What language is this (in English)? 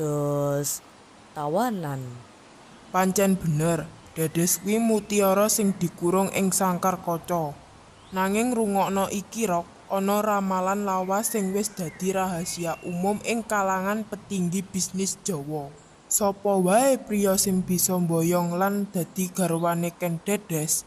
Javanese